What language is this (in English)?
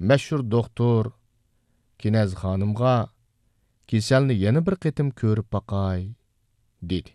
Uyghur